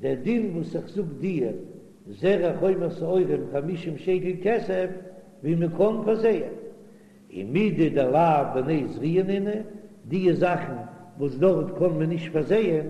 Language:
Yiddish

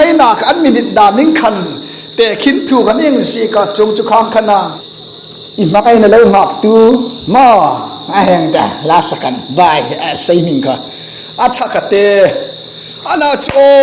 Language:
Hmar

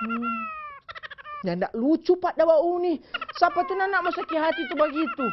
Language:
Manado Malay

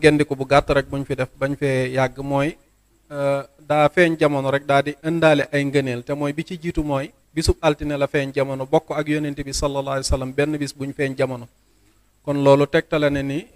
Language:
Wolof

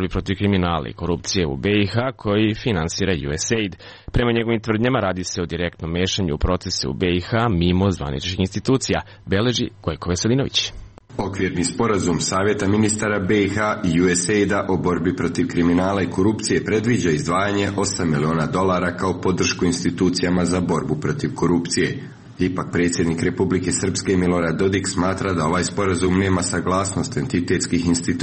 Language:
Serbian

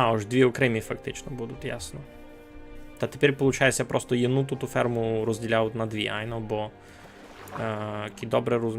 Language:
Rusyn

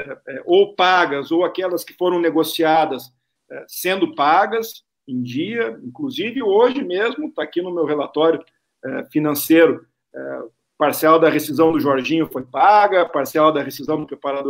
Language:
Portuguese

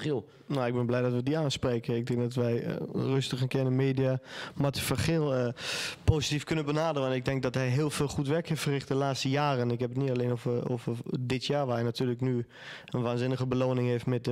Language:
Dutch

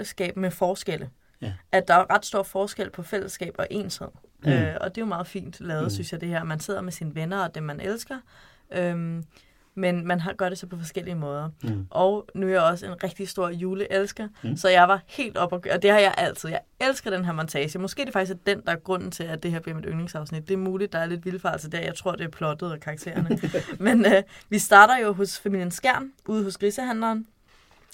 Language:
Danish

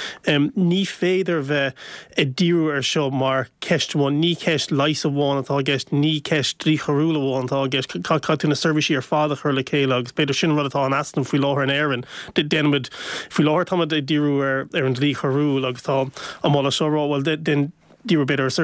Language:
Irish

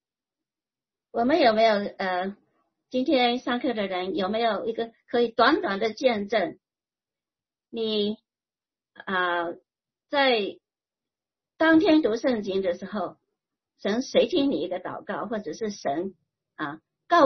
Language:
Chinese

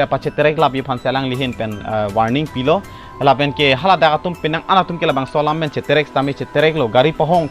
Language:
Karbi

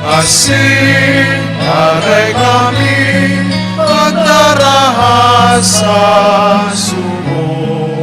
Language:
Bikol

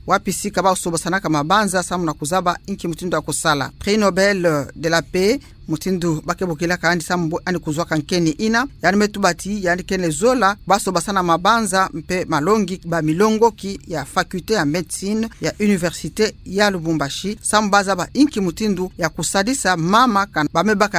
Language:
Kituba (Democratic Republic of Congo)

